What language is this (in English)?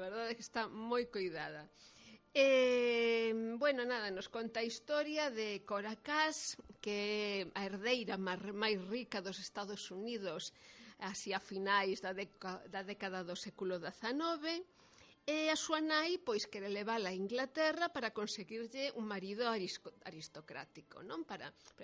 Galician